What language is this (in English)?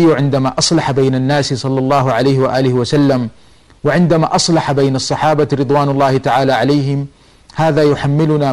Arabic